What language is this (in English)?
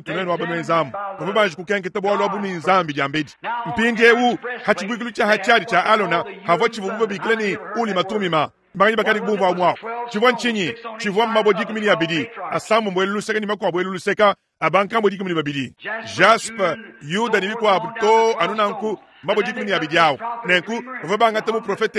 Luba-Lulua